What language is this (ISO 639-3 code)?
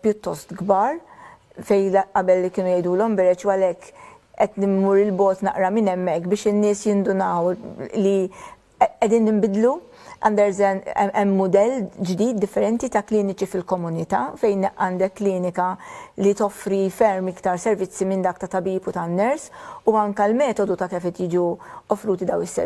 mlt